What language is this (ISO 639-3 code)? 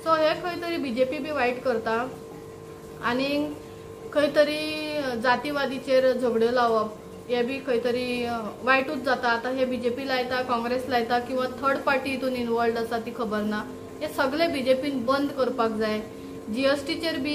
kok